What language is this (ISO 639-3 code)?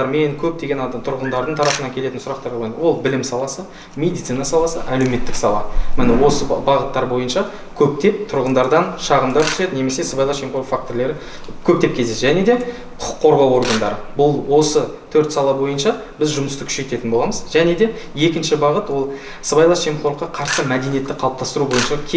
kaz